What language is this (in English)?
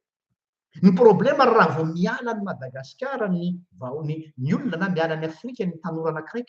Malagasy